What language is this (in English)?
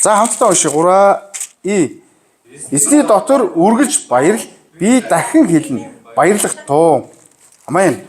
Mongolian